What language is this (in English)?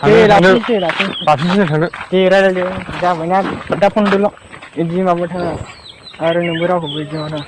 Bodo